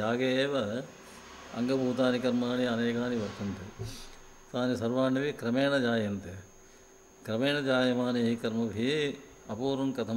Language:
Sanskrit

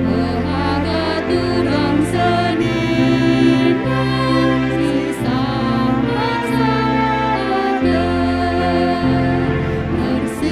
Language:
Batak Karo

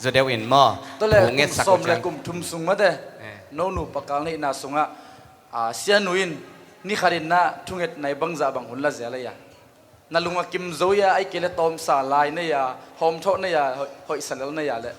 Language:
Tedim Chin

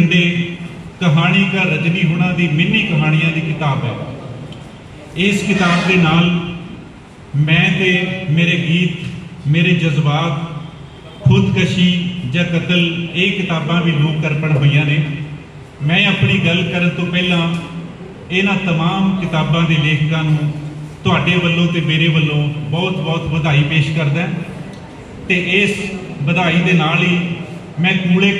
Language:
Punjabi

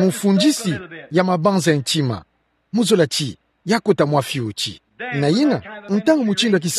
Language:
Kituba (Democratic Republic of Congo)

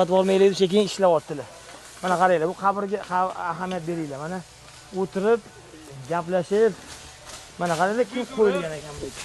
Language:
Uzbek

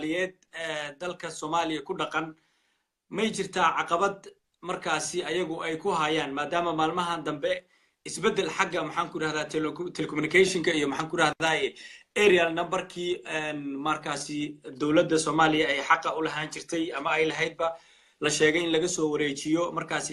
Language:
Somali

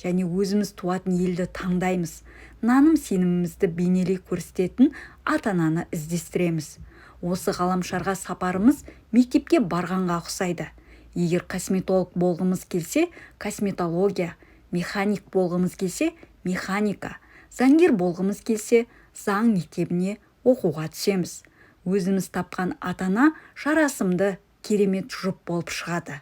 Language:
Kazakh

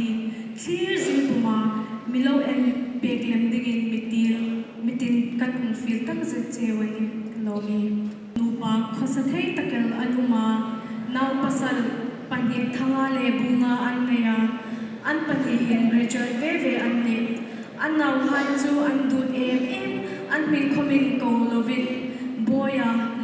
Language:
Hmar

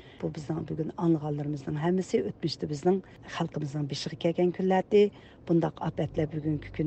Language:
Uyghur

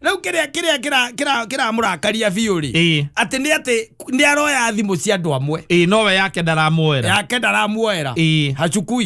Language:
Kikuyu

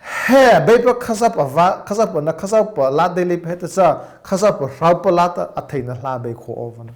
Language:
Mara Chin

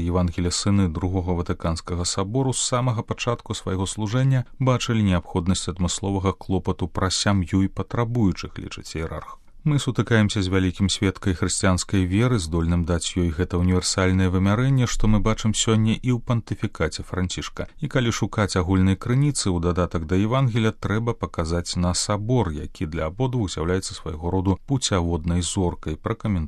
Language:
Belarusian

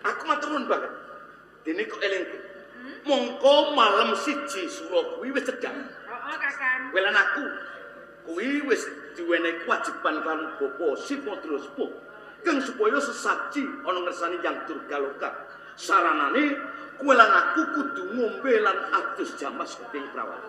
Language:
Javanese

